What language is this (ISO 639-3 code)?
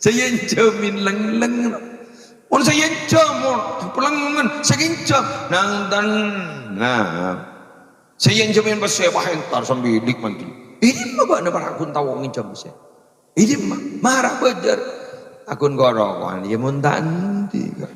mad